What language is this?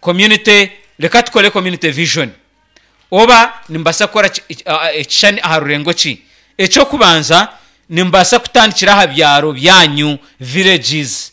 Nyankole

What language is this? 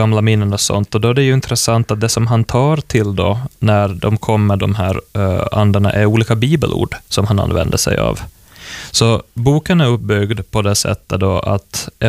Swedish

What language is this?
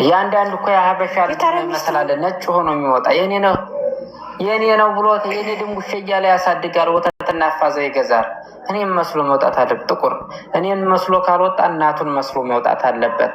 Amharic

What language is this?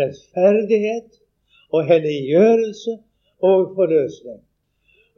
Norwegian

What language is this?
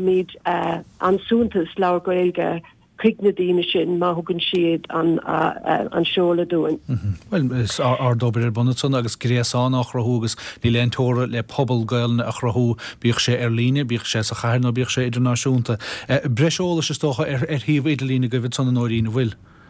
Irish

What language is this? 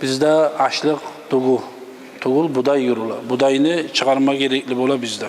Kumyk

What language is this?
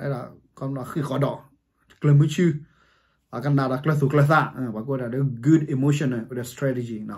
S'gaw Karen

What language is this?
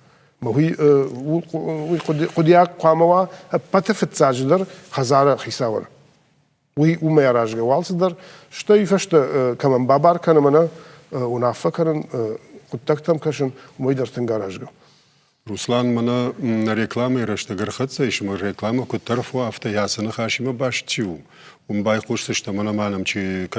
Ossetic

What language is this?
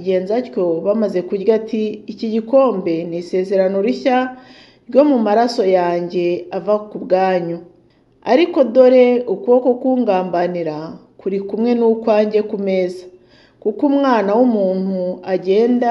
Kinyarwanda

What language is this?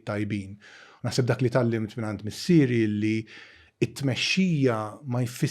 Maltese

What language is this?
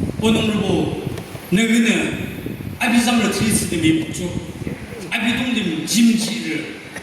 Yimchungru Naga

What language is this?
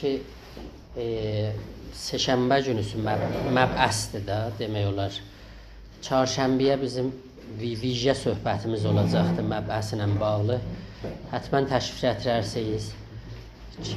South Azerbaijani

